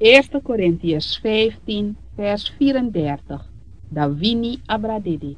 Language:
Sranan Tongo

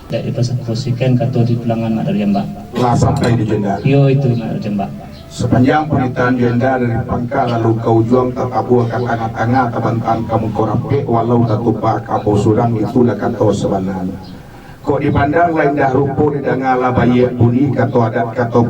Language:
Minangkabau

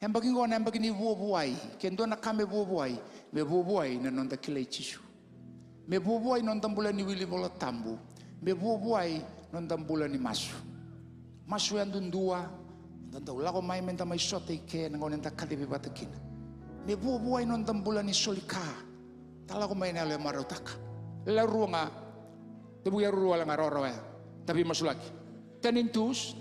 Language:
Fijian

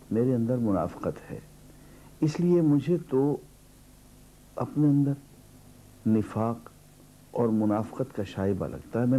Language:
Urdu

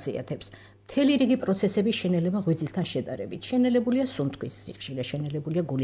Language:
Georgian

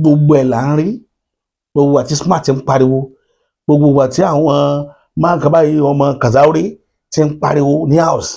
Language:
Yoruba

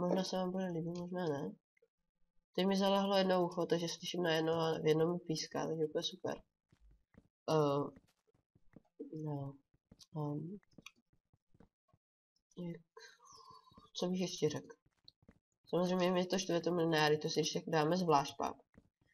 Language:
Czech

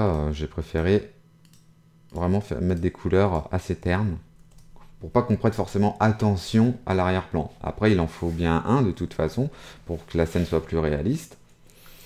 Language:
French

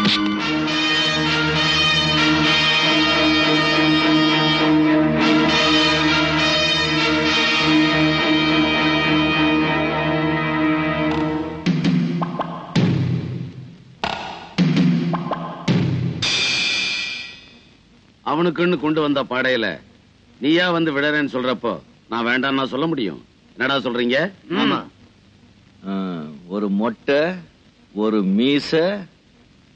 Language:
Tamil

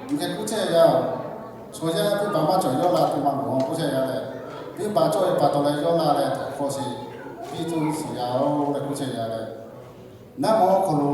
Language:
Lahu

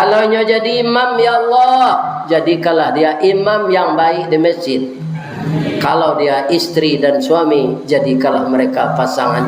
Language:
Minangkabau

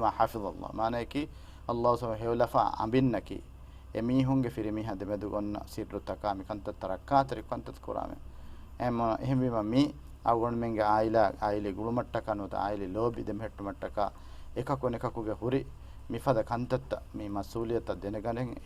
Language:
Divehi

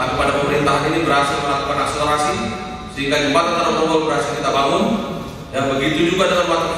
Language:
Indonesian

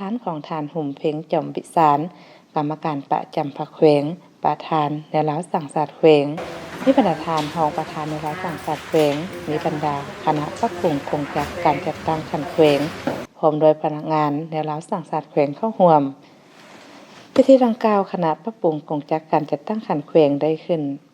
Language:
Lao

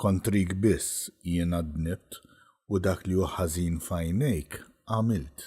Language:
Maltese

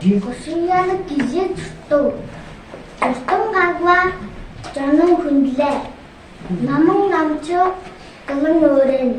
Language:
Tuvinian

